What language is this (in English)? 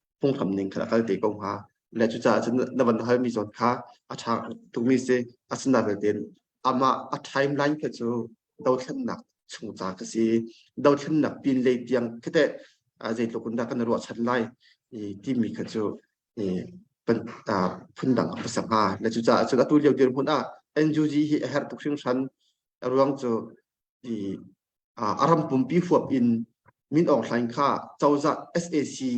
Hakha Chin